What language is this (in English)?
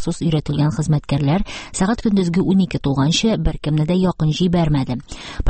Tatar